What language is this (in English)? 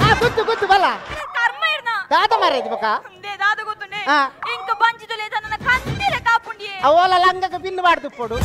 Tulu